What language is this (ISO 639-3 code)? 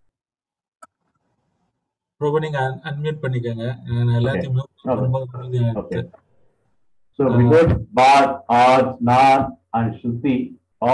tam